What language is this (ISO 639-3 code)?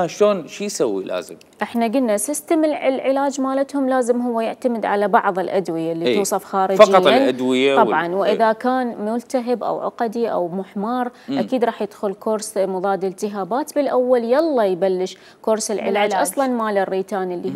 acm